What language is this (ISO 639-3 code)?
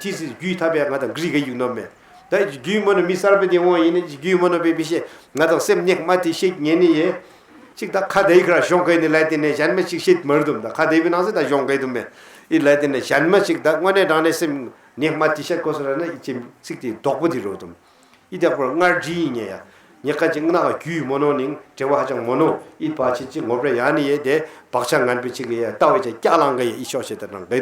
bod